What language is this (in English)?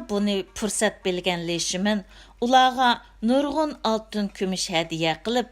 Uyghur